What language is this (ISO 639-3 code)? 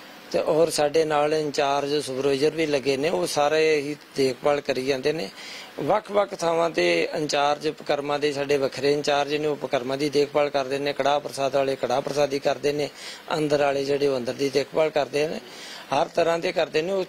pan